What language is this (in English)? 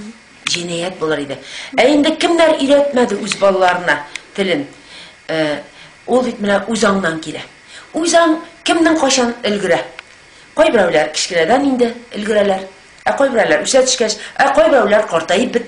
Tatar